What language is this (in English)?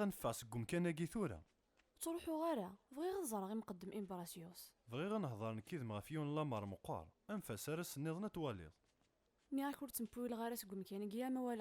Kabyle